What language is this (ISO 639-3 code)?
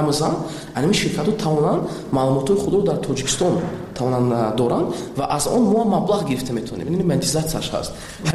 tgk